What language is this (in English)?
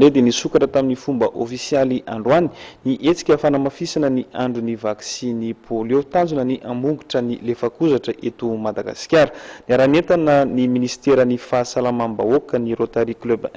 Malagasy